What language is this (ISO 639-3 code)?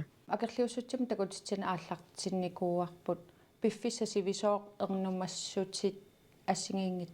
kal